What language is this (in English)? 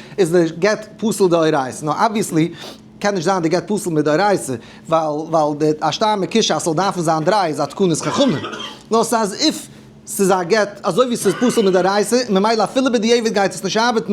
Yiddish